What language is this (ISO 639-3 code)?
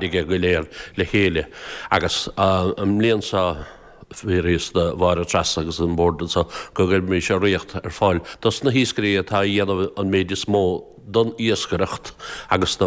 gle